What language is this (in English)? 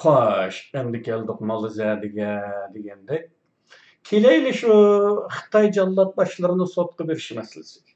Uyghur